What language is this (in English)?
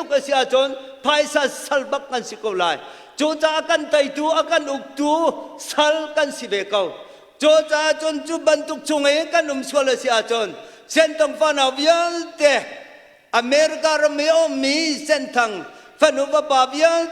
Hakha Chin